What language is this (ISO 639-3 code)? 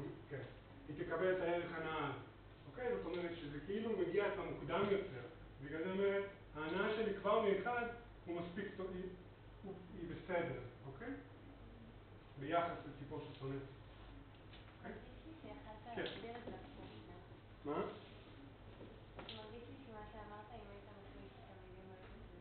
heb